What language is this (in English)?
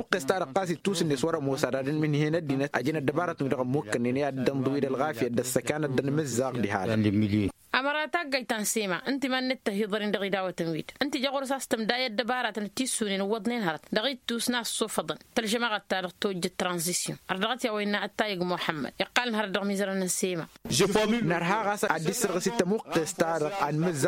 Tamasheq